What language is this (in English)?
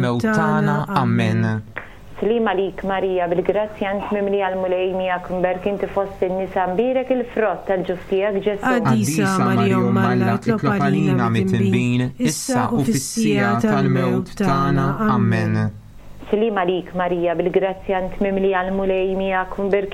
Maltese